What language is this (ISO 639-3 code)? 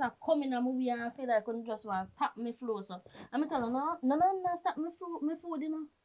jam